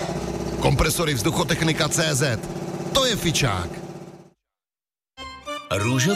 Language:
Czech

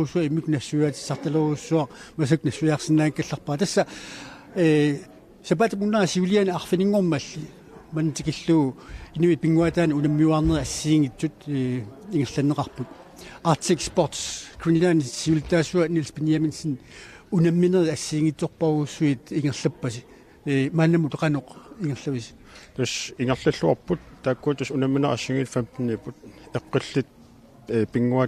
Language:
Kalaallisut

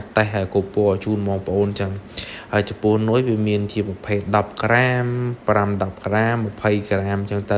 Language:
Khmer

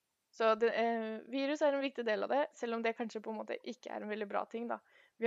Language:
Norwegian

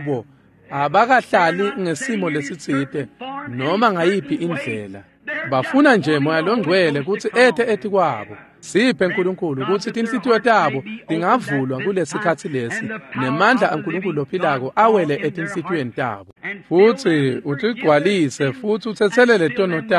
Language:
Swati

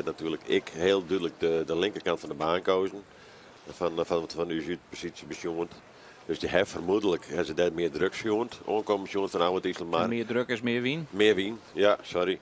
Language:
Western Frisian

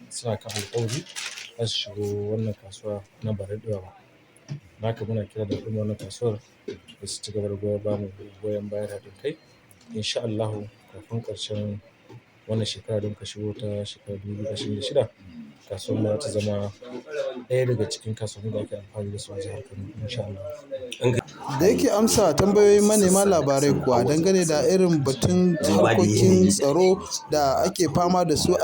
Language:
Hausa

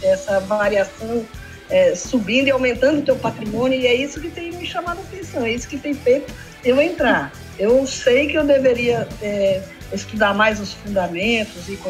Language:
Portuguese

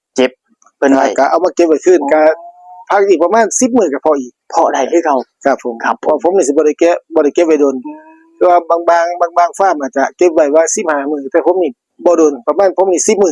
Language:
Northeastern Thai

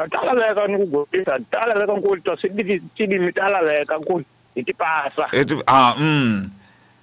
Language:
Tsonga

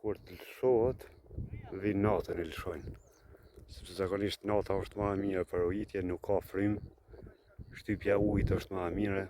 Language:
Albanian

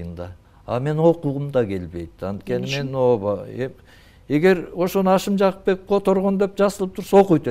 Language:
Kyrgyz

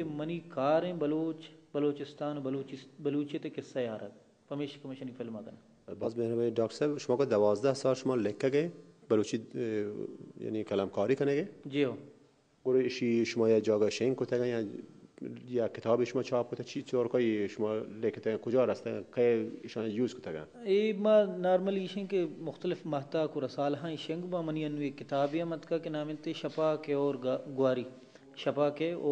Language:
Baluchi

